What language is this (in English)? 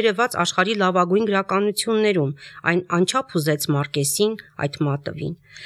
Armenian